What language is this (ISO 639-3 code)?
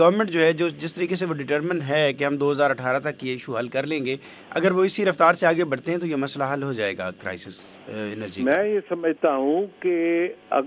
urd